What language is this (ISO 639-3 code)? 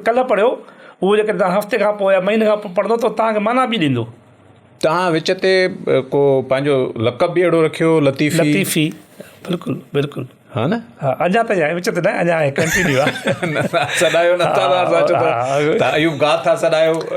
snd